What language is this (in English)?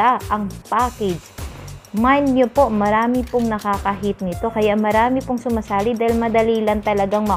Filipino